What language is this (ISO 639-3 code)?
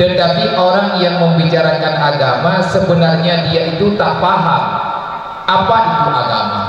ace